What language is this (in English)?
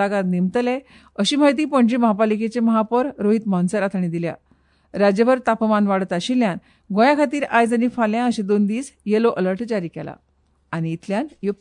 Konkani